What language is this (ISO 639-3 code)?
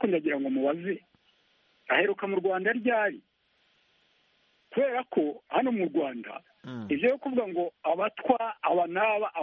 kin